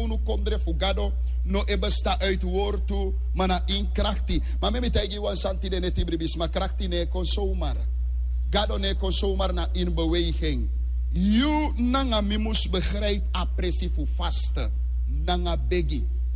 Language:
Sranan Tongo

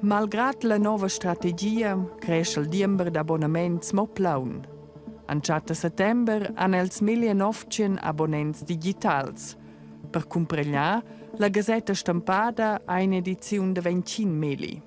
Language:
Romansh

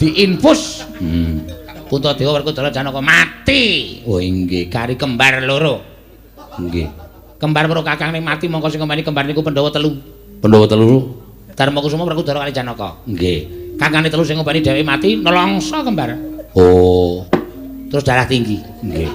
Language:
Javanese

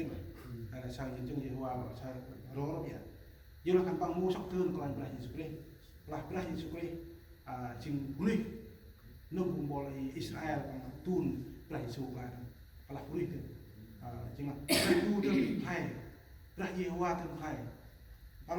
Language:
Central Mnong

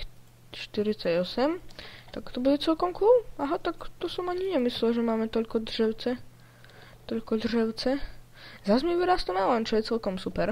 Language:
Slovak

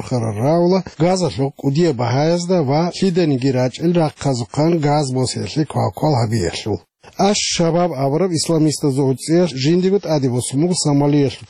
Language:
Avaric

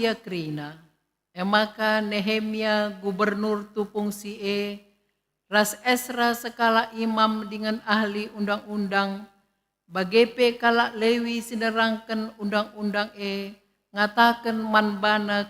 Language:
Batak Karo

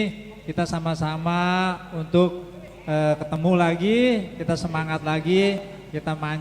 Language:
Betawi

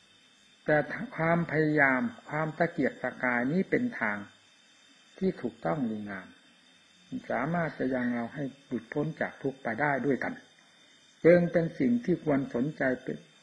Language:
Thai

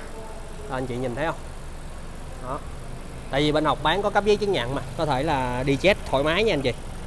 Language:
Vietnamese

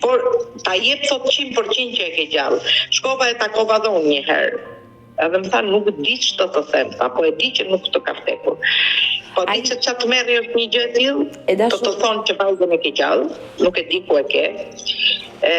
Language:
Albanian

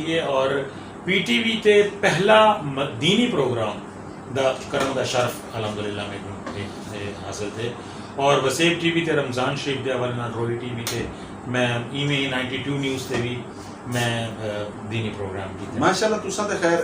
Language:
Saraiki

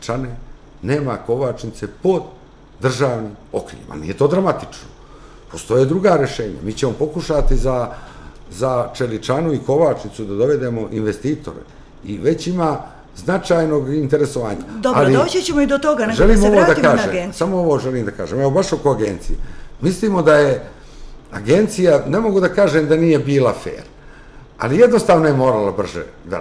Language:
Serbian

